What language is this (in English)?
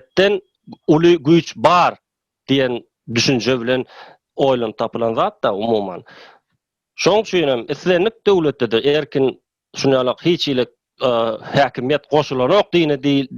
Turkmen